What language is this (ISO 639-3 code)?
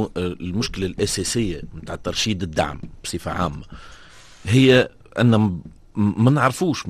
aeb